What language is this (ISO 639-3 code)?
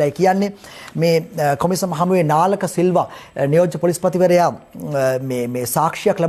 sin